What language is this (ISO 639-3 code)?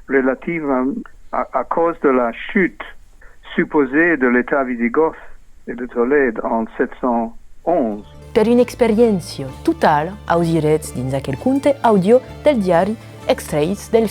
oci